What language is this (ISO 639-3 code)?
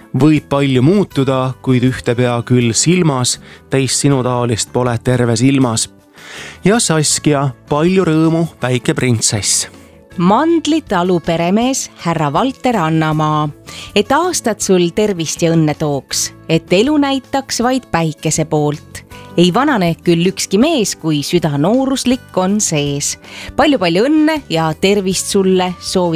est